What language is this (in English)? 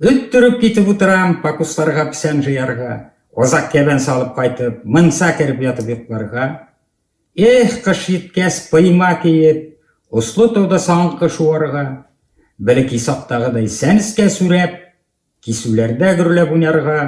Bashkir